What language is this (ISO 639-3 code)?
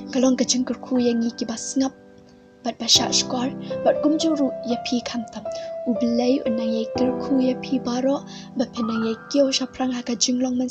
kha